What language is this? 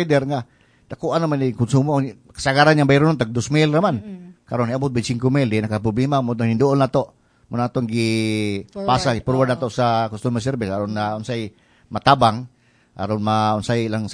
Cebuano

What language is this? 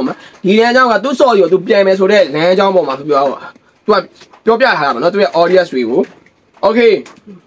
Burmese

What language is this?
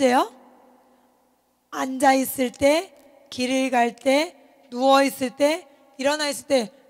Korean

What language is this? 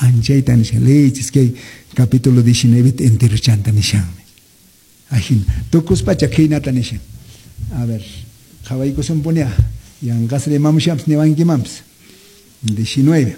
Quechua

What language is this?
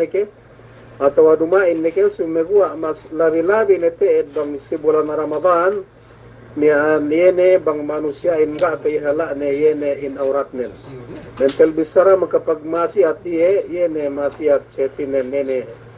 Yakan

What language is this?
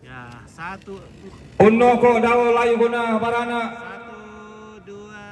Toraja-Sa'dan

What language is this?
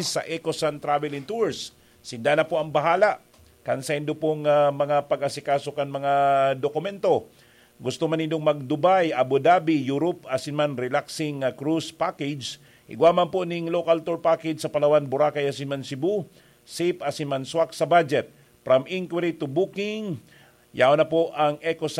Bikol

